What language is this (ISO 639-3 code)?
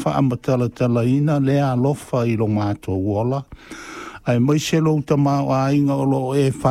smo